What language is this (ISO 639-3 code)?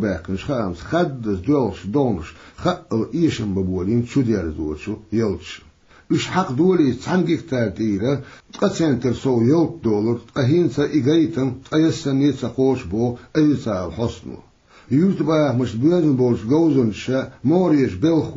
che